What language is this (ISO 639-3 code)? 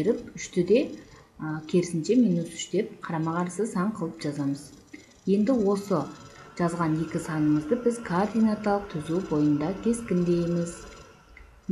kir